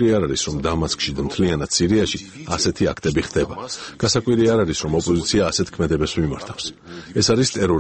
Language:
Georgian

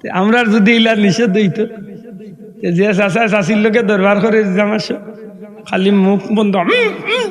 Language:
Sylheti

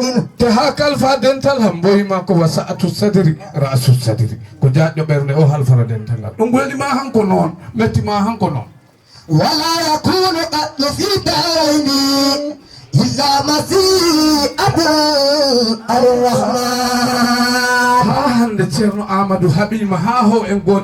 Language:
Fula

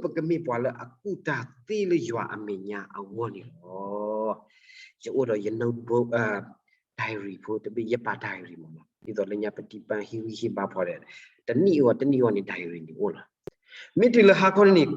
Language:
S'gaw Karen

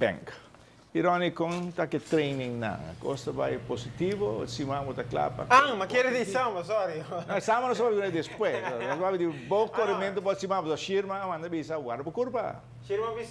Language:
Papiamento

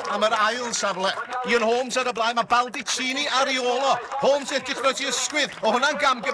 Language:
Welsh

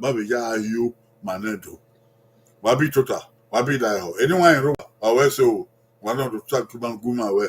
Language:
Bini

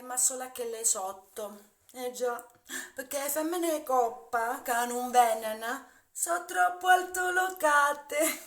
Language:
Neapolitan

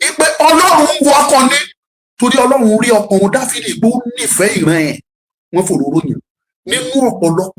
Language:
Yoruba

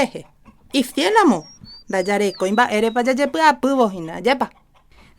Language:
Guarani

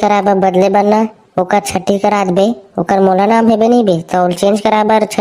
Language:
Chhattisgarhi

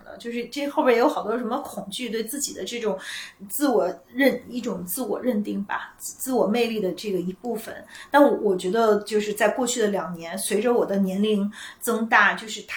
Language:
Chinese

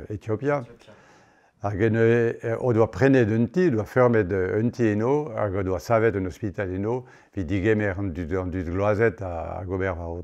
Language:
Breton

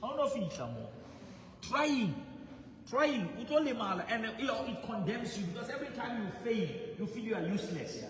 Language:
Southern Sotho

